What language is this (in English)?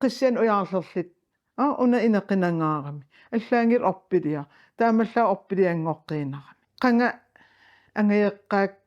Kalaallisut